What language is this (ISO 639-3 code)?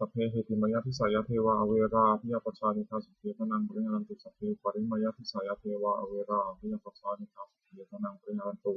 pli